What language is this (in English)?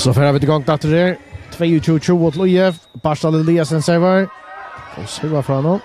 Faroese